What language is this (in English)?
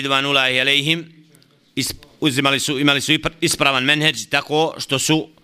Bosnian